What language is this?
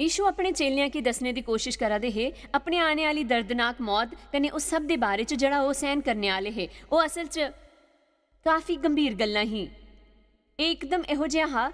Dogri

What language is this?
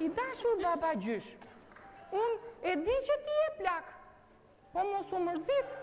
Albanian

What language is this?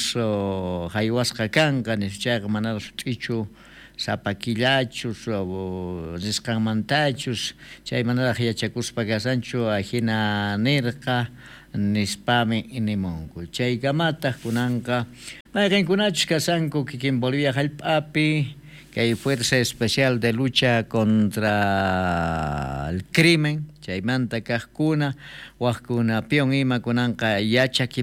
South Bolivian Quechua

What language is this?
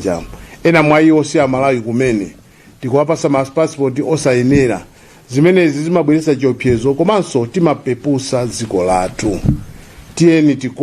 Nyanja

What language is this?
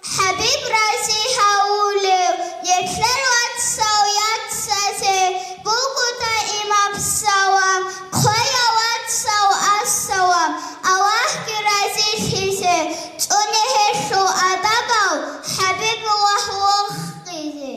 Avaric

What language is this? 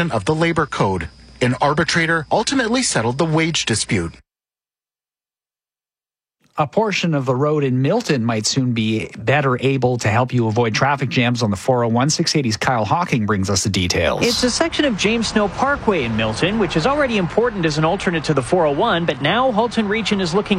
English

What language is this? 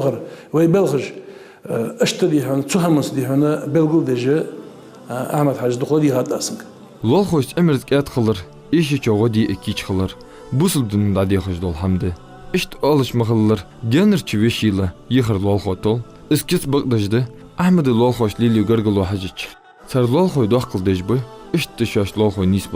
Ingush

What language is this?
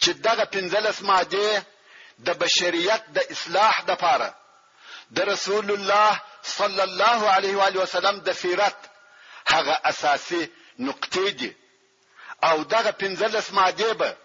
Pashto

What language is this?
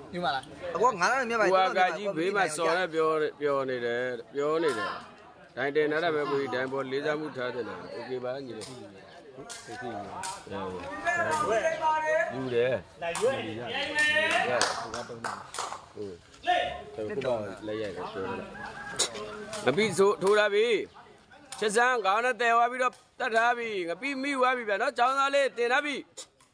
Burmese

